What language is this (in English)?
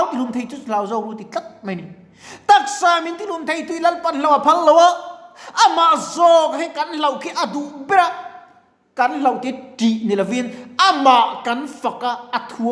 Mizo